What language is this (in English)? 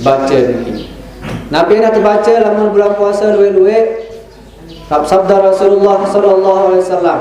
Sasak